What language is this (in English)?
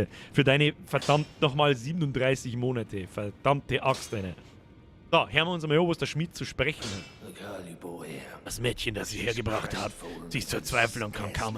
Bavarian